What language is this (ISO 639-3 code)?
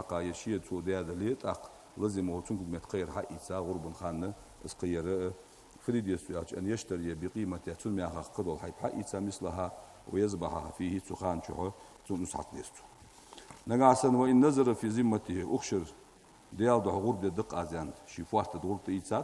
inh